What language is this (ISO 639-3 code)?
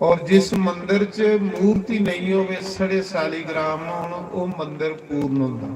doi